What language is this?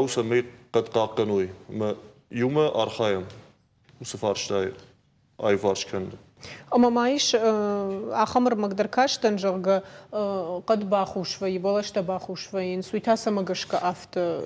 Ossetic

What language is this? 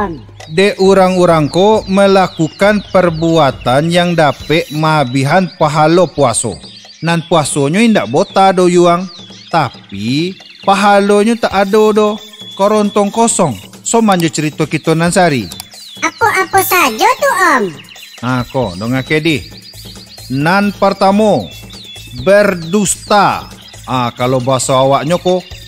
Minangkabau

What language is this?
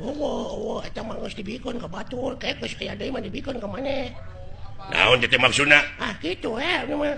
Sundanese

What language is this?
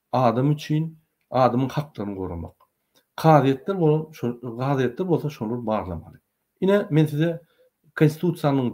Turkmen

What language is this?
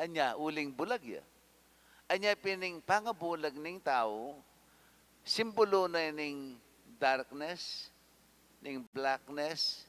Pampanga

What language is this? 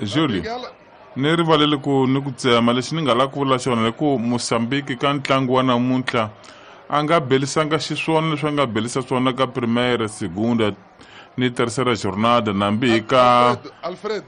Tsonga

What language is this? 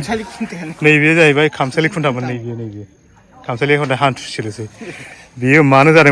Bodo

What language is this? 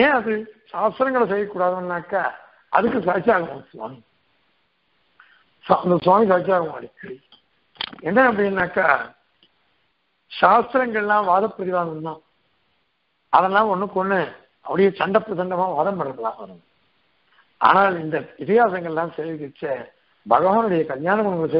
Tamil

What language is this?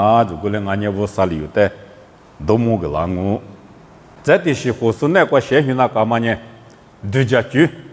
Lisu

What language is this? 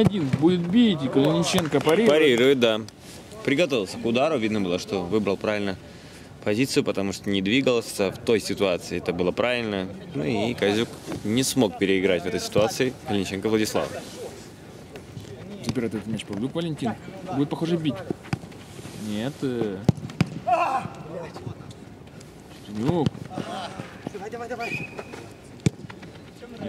Russian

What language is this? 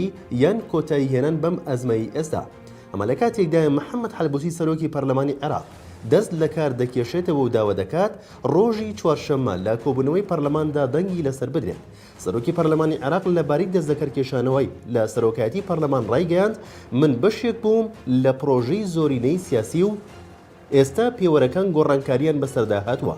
Central Kurdish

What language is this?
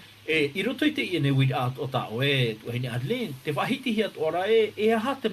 Tahitian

